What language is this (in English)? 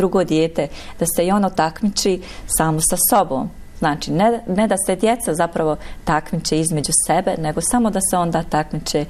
Bosnian